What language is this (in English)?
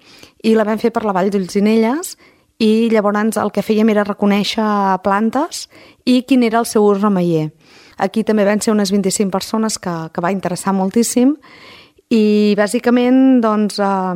Catalan